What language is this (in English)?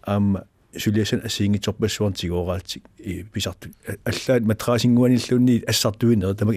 Kalaallisut